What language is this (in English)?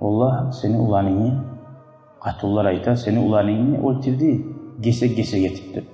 Kumyk